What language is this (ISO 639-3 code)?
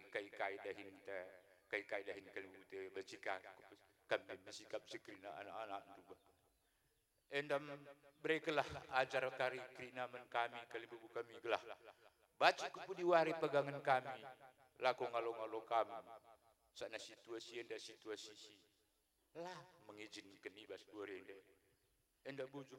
btx